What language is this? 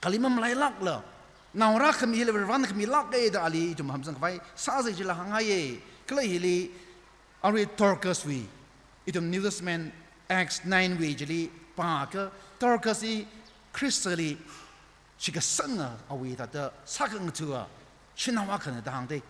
Tangkhul Naga (India)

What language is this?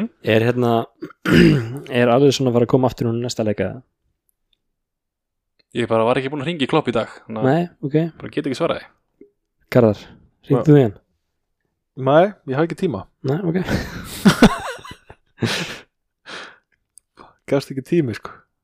Icelandic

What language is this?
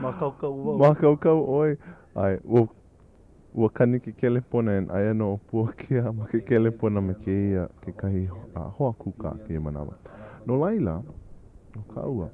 Hawaiian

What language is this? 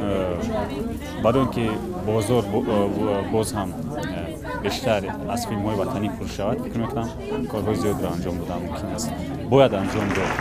Tajik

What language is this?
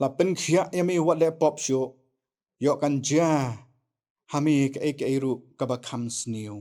Khasi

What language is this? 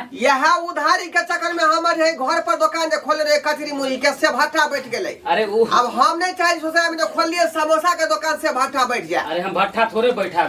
Maithili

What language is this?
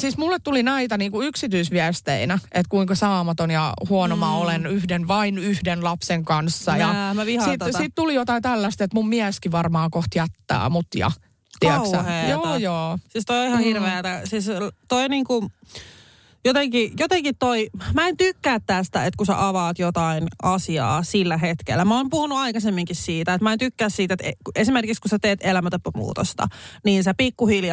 Finnish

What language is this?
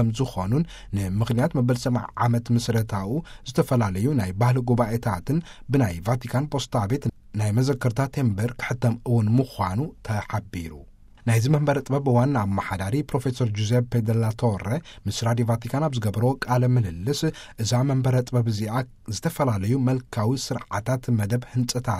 Tigrinya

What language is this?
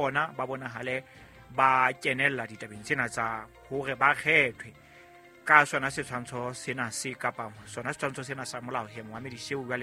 Southern Sotho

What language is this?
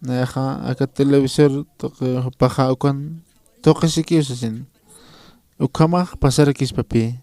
Aymara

